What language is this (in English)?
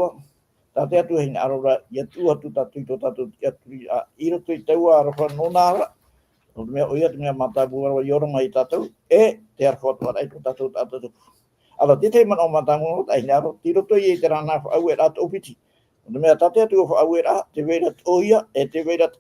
Tahitian